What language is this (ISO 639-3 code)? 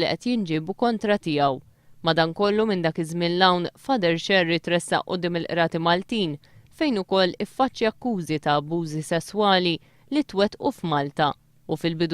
mlt